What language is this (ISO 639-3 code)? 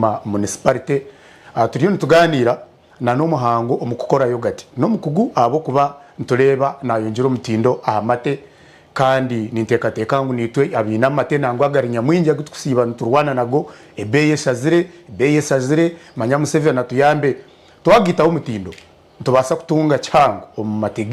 nyn